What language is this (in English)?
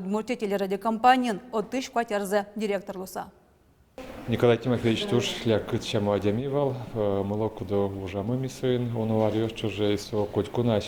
Udmurt